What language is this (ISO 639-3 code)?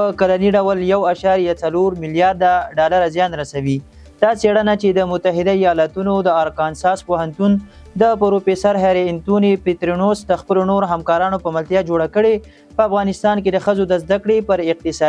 pus